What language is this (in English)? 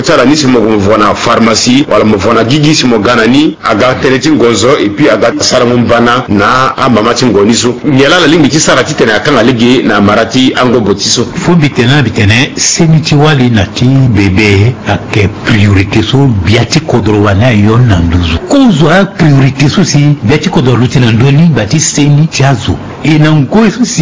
Sango